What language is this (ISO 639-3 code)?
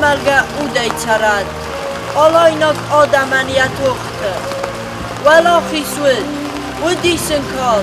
oss